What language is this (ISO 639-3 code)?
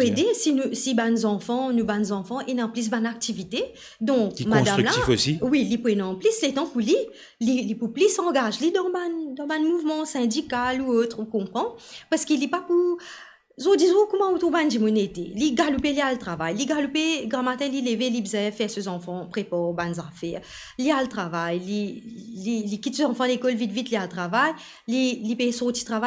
mfe